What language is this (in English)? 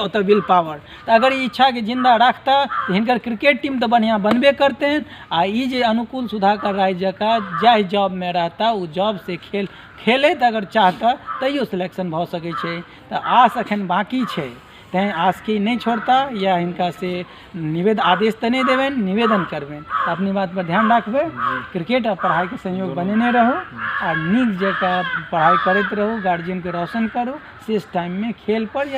Maithili